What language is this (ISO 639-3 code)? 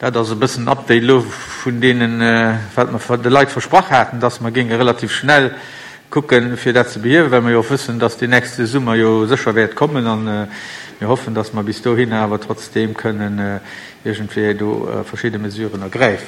ltz